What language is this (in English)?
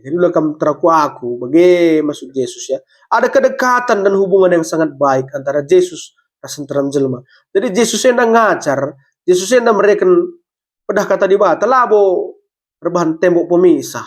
Batak Karo